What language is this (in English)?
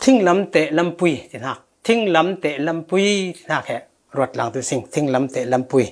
Falam Chin